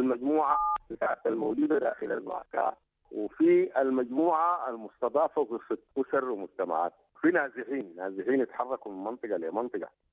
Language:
Sudanese Arabic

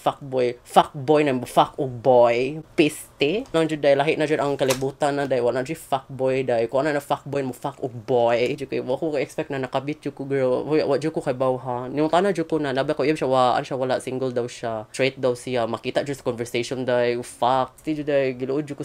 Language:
Cebuano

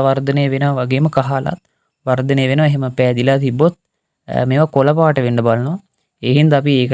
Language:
Sinhala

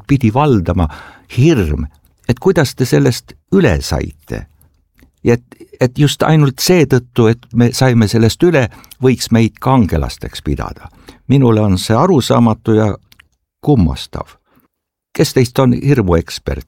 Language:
Estonian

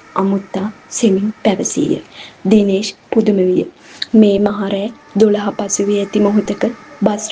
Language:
Sinhala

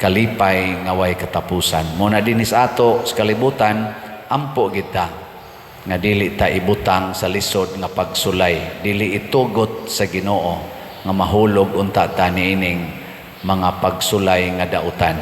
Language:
Cebuano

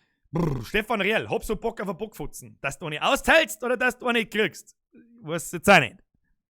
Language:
Bavarian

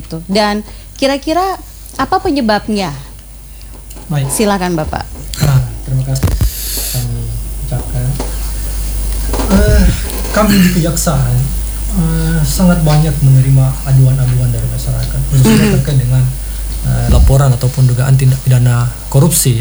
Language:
Indonesian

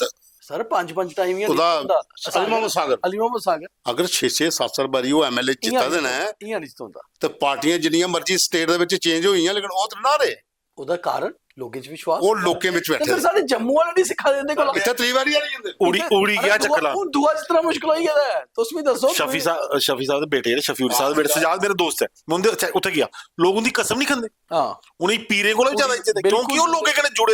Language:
Dogri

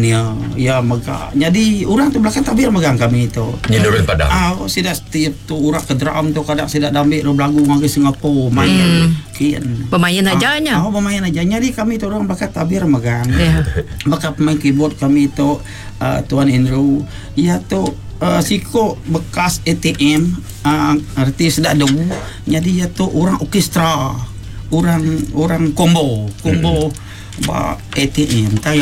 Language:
Iban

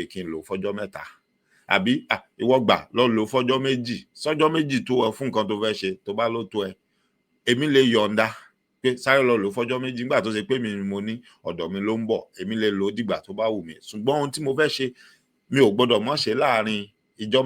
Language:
Yoruba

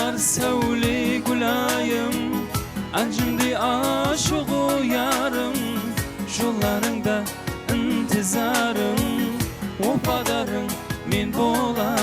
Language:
Kara-Kalpak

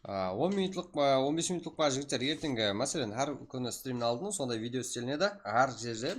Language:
Kara-Kalpak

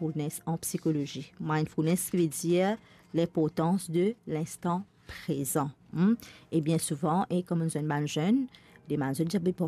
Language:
Morisyen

